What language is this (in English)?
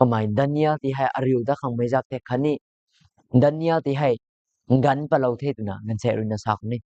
Rongmei Naga